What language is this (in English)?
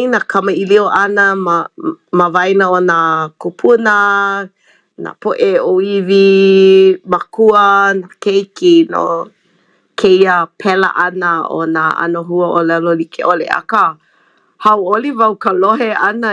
Hawaiian